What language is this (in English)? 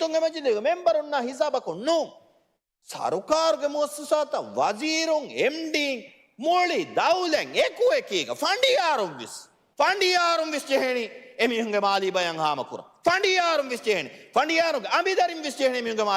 Divehi